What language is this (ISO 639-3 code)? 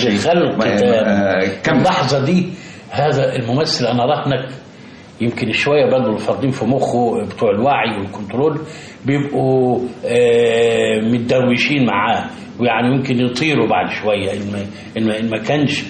arz